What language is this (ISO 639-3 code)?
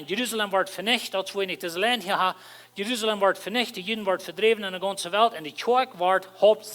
pdt